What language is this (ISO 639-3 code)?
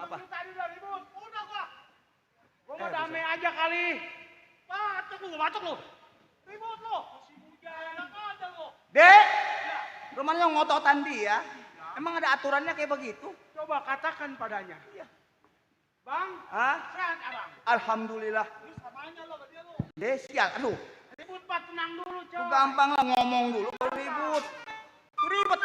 bew